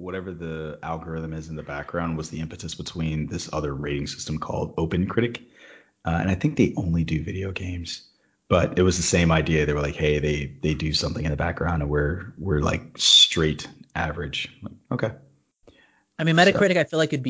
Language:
English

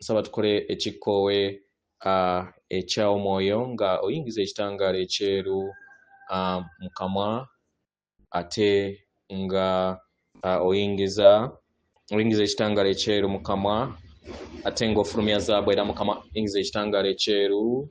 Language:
Ganda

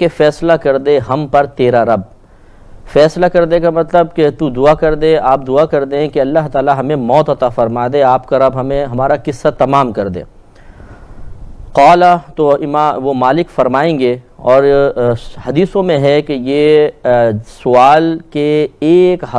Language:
Urdu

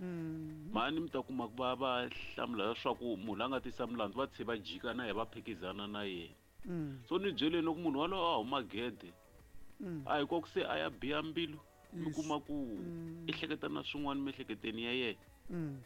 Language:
Tsonga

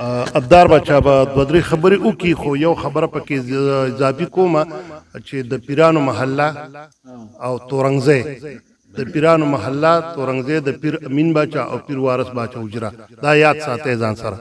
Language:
Pashto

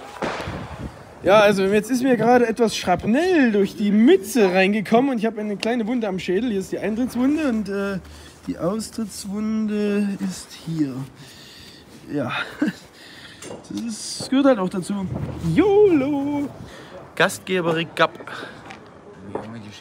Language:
German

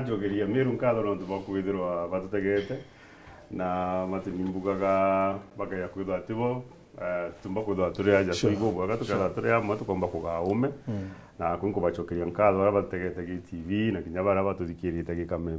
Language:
Meru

